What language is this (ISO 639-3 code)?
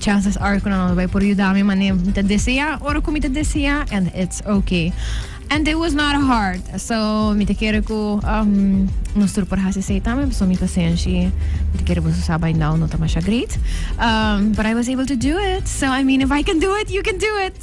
pap